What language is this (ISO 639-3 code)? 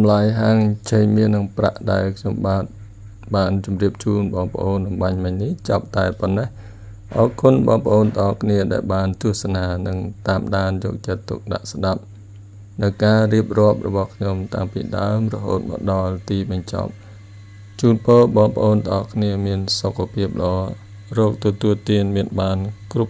khm